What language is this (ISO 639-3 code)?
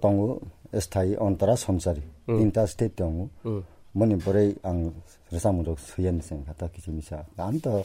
trp